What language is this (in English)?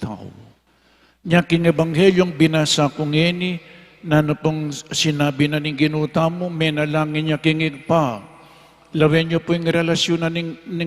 Pampanga